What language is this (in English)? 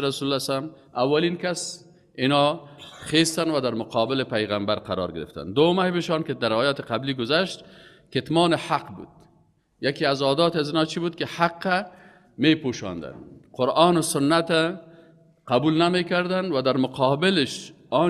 Tajik